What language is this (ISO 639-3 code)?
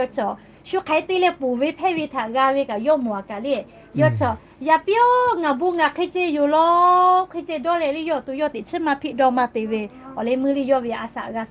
lhu